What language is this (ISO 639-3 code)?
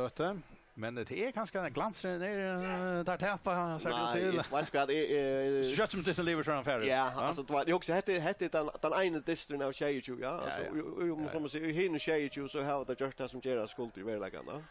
fao